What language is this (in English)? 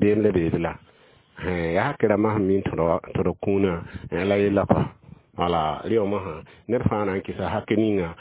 Mossi